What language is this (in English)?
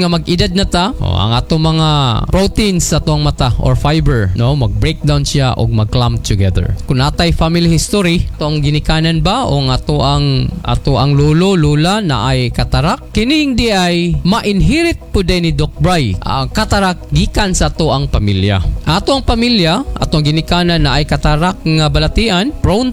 Cebuano